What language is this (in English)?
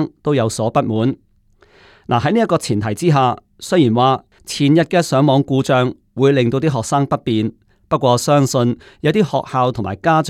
Cantonese